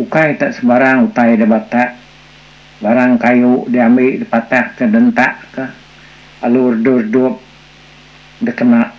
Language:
Iban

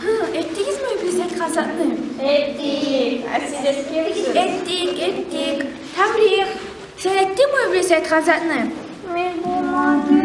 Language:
Kumyk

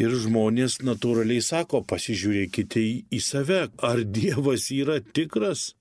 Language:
Lithuanian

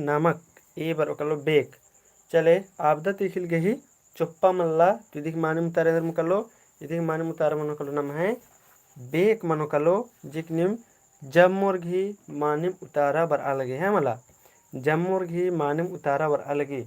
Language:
Kurukh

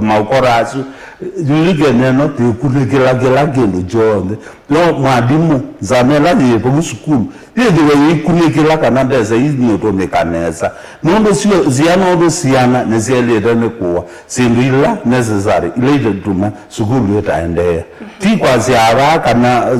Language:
Kamba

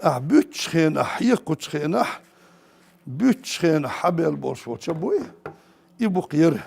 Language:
Chechen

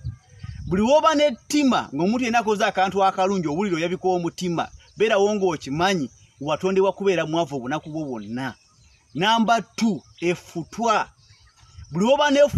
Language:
Ganda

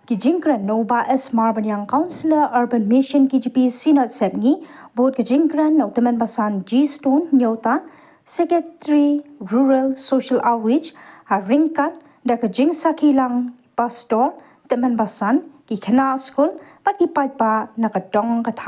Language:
Khasi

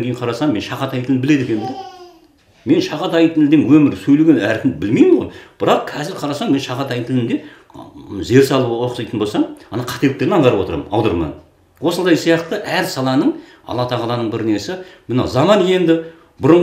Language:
Kazakh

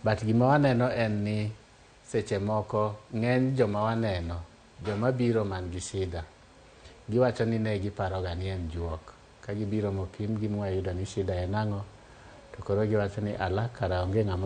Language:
Luo (Kenya and Tanzania)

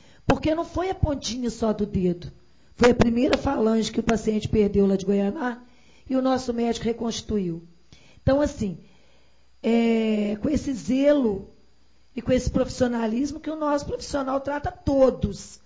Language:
Portuguese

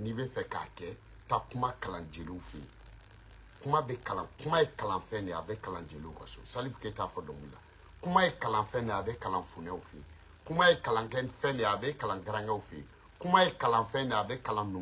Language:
Bambara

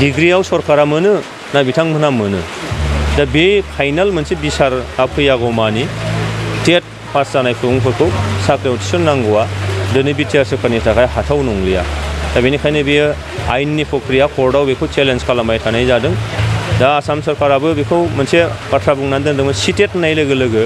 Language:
Bodo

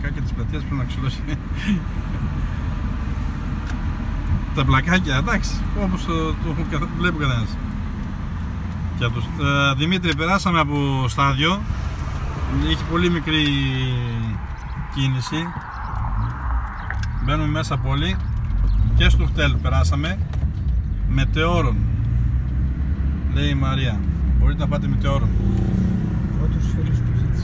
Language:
Greek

